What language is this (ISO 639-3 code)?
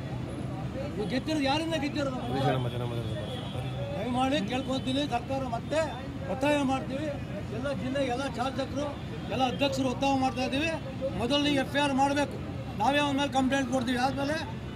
kan